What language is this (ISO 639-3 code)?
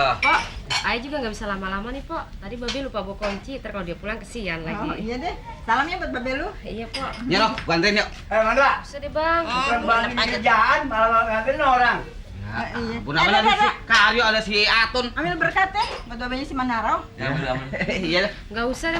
bew